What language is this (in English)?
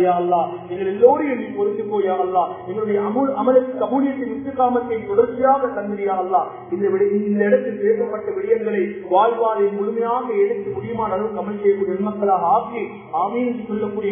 Tamil